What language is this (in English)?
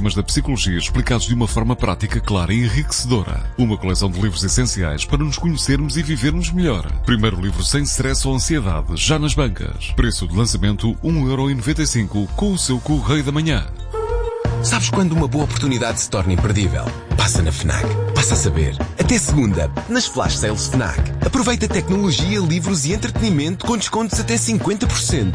Portuguese